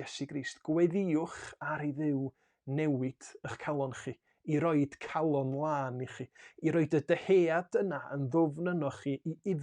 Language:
Welsh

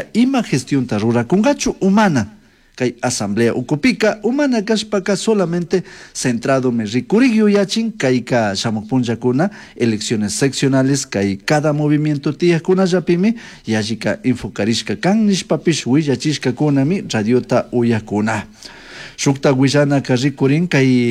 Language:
Chimborazo Highland Quichua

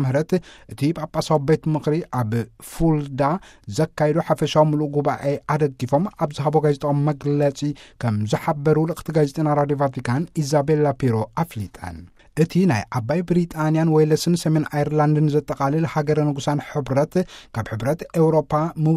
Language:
Tigrinya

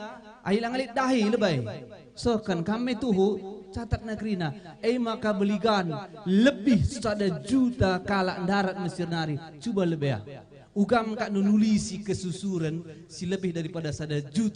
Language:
Batak Karo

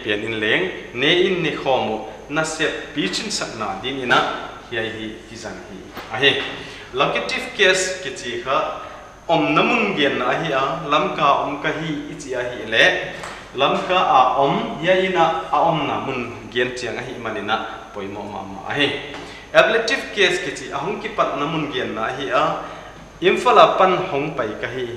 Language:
Paite Chin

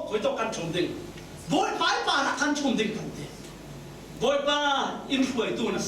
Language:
Falam Chin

